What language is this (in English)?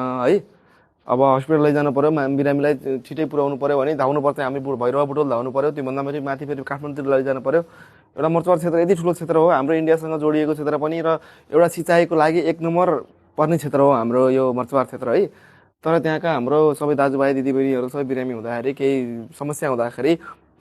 Nepali